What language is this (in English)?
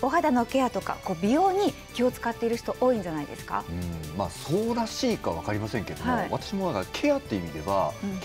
Japanese